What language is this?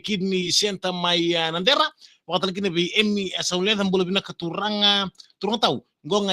Fijian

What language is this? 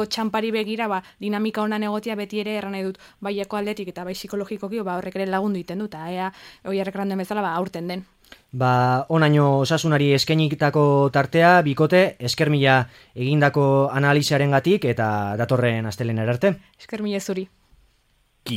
Basque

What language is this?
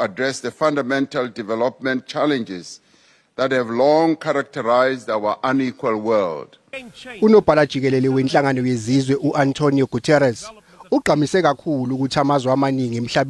Zulu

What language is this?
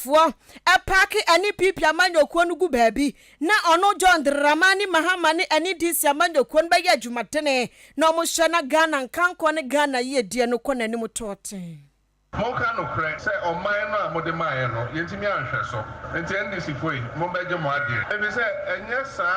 Akan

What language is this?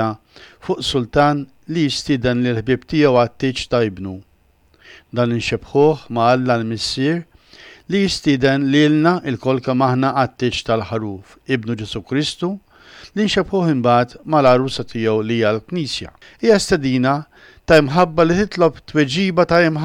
Maltese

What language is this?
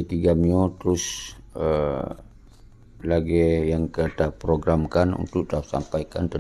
Achinese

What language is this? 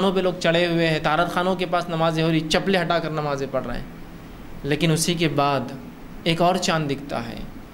Urdu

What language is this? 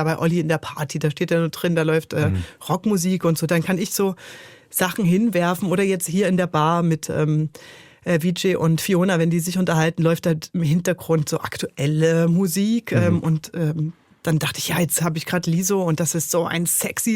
Swiss German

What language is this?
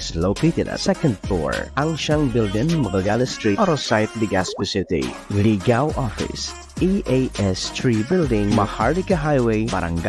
Bikol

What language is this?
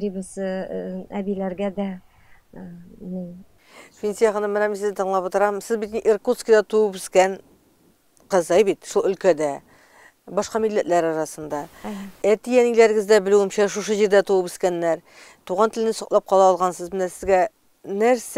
Tatar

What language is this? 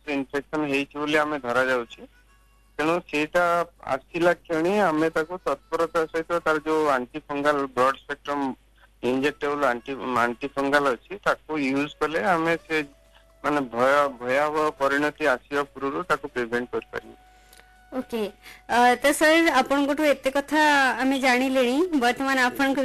Odia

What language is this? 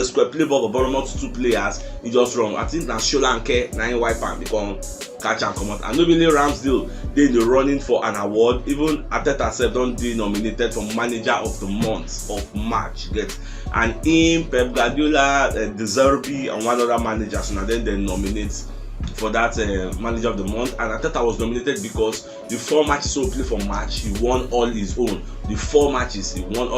Nigerian Pidgin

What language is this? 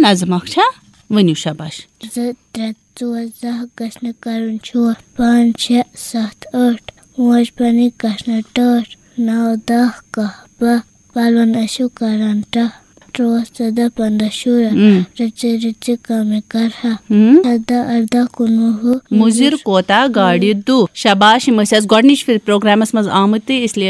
Kashmiri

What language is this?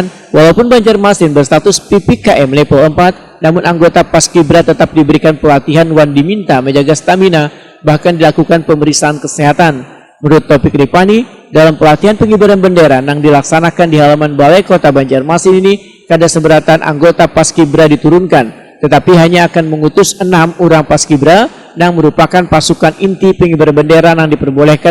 Banjar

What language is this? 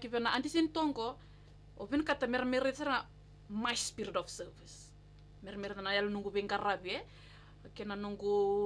Fijian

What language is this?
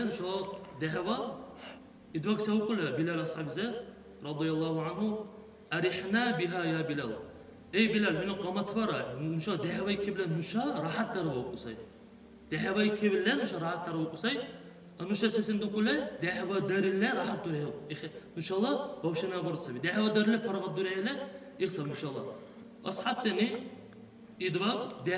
Dargwa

